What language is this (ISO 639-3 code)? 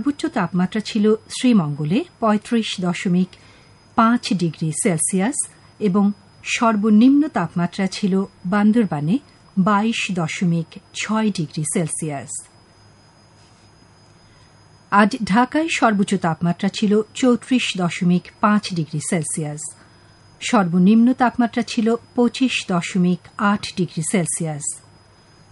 ben